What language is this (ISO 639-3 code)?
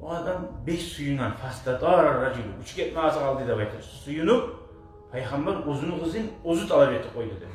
kum